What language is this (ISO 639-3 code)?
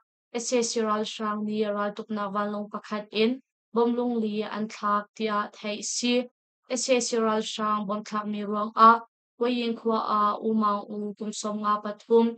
cnh